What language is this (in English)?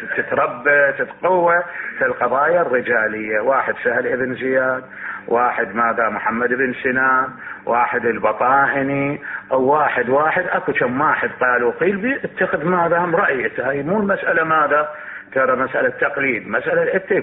Mesopotamian Arabic